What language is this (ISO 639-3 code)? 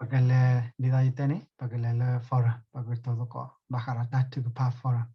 ksw